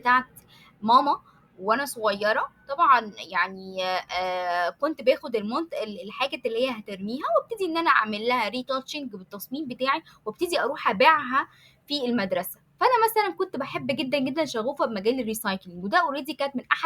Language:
Egyptian Arabic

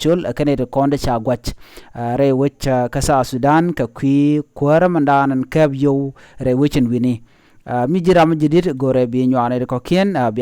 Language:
Nuer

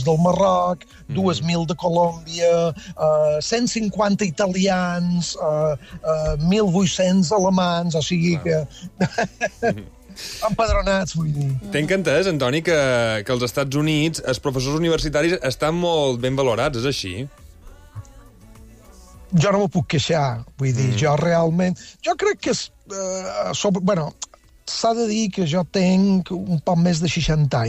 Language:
Catalan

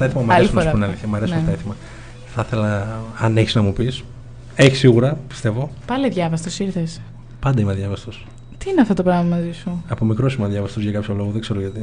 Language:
Greek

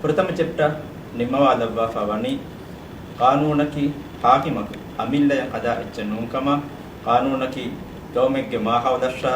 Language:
Divehi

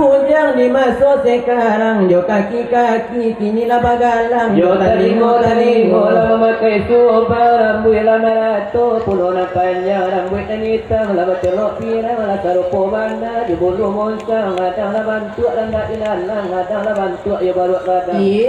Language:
Minangkabau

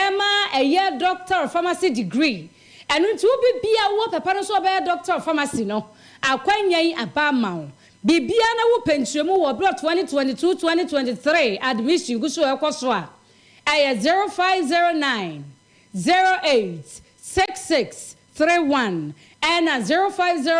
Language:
Akan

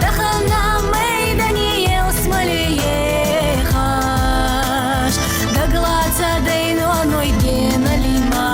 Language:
Ingush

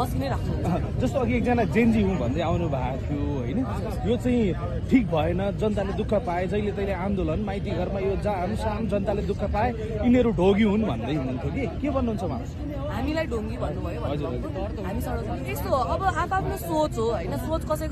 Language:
Nepali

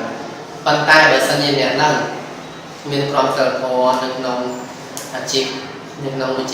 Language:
Khmer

